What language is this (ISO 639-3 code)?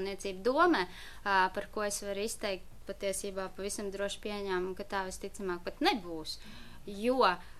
lav